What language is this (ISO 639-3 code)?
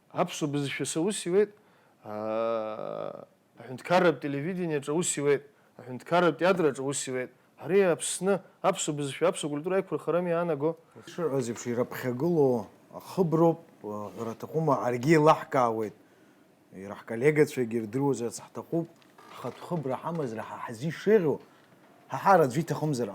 abk